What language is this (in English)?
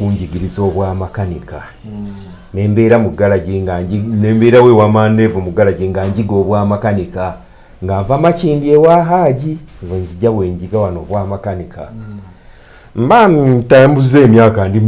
Ganda